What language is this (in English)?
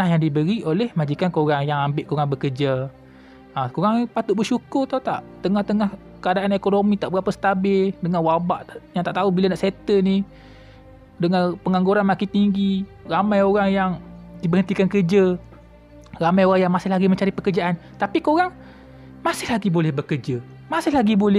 Malay